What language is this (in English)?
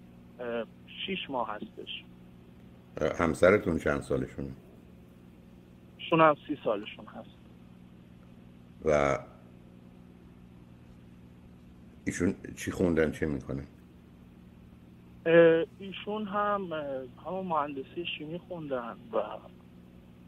Persian